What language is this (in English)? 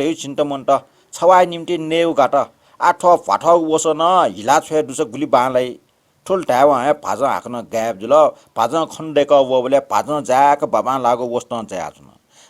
Newari